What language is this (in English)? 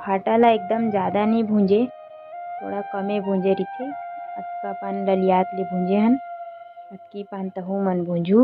Chhattisgarhi